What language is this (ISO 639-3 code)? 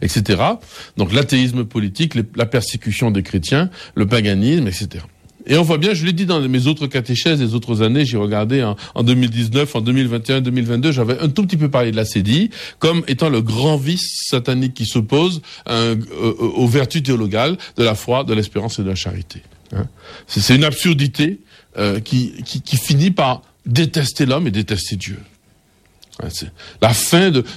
fra